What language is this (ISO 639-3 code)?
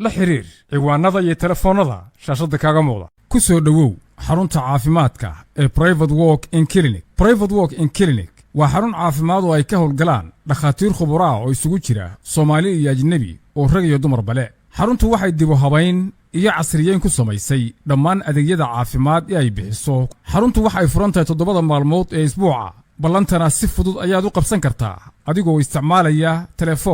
som